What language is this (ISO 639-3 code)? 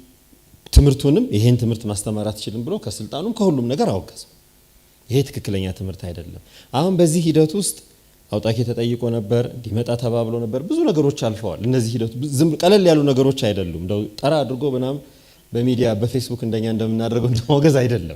amh